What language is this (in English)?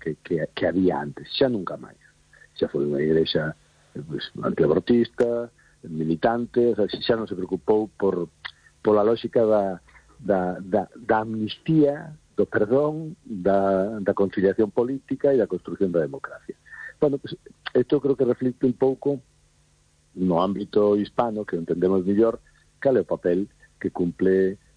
Galician